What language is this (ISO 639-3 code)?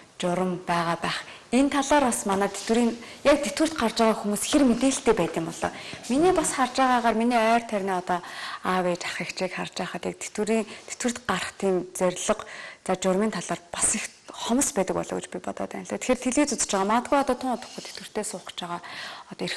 mon